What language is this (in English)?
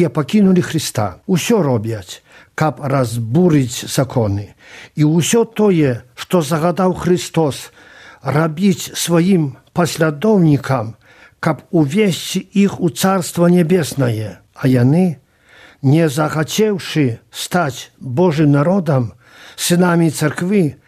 Belarusian